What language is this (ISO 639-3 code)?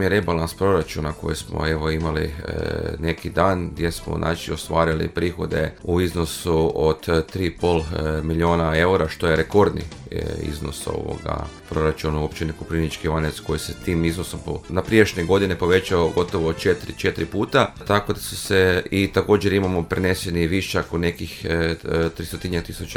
hrv